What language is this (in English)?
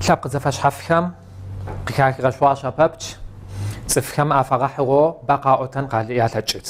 Kabardian